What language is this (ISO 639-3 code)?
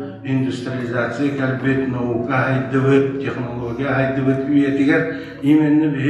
sah